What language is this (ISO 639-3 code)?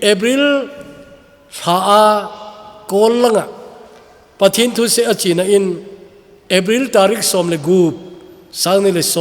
tcz